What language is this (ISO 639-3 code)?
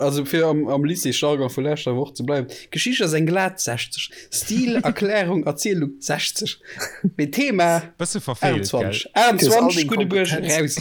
ltz